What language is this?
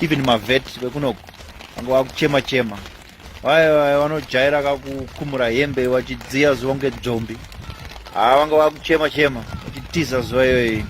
Shona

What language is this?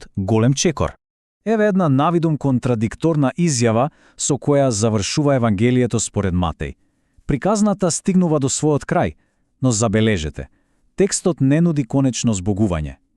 Macedonian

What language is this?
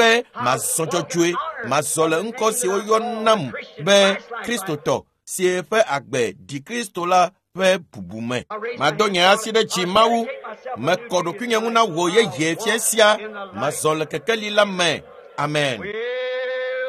Ewe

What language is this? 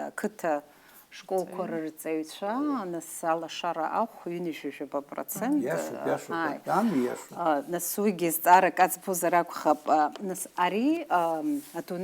Abkhazian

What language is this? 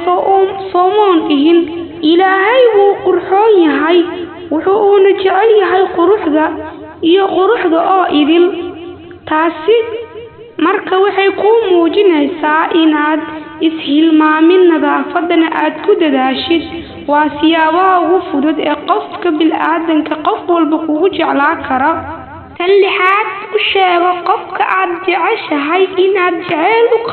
Somali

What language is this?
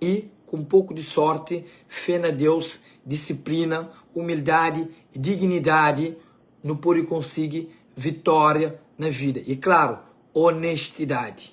Kabuverdianu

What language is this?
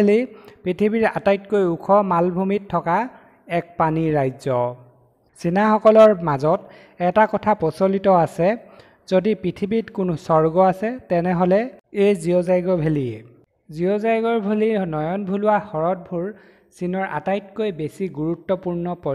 Assamese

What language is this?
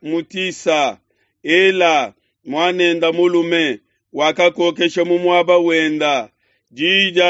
Luba-Lulua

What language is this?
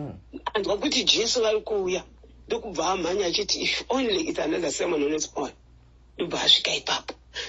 Shona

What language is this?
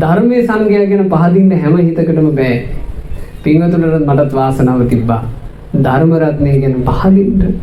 Sinhala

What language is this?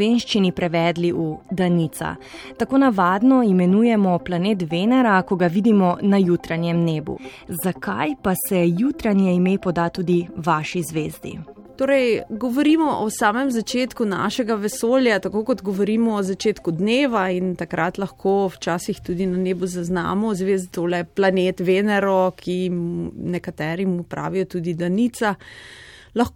Slovenian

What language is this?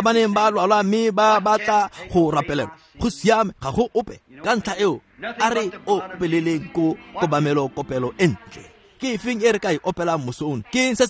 Tswana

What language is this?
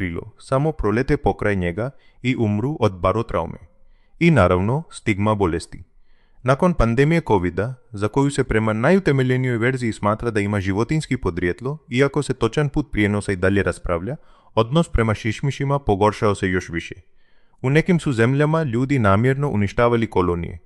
Croatian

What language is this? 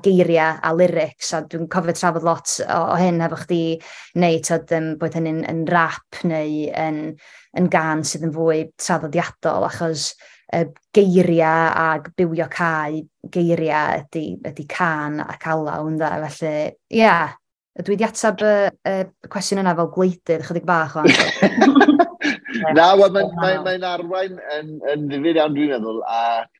Welsh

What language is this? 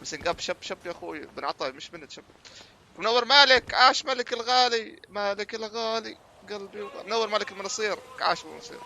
North Levantine Arabic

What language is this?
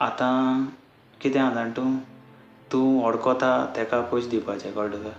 Konkani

